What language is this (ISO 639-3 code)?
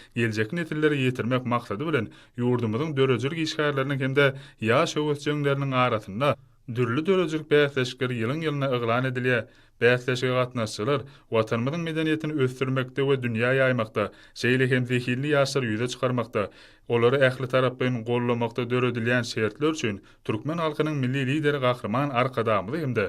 tuk